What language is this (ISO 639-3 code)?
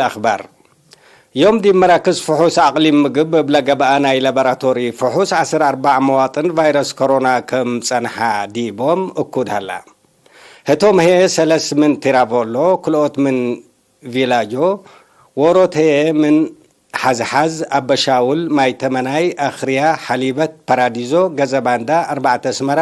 tig